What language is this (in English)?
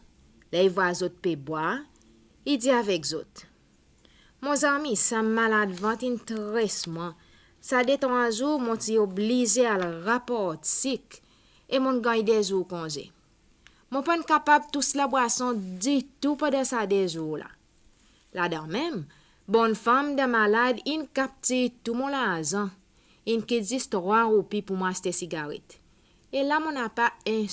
Seselwa Creole French